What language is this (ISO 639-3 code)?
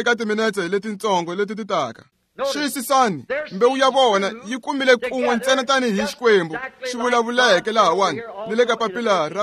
tso